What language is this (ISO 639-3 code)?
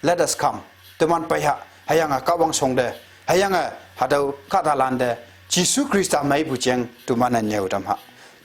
nbe